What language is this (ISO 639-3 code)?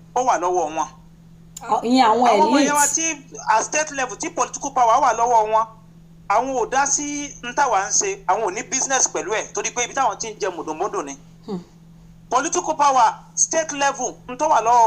yor